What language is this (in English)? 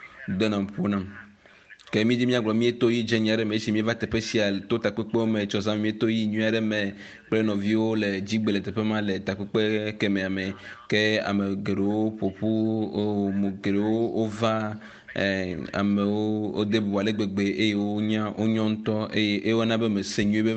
Ewe